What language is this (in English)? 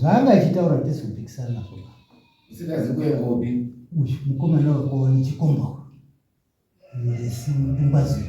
Shona